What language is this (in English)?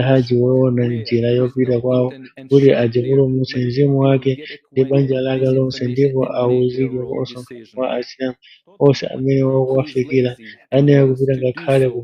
Nyanja